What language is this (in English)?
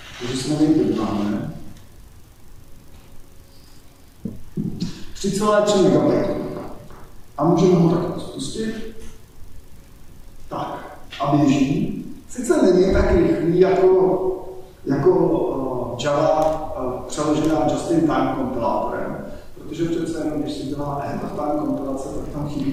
Czech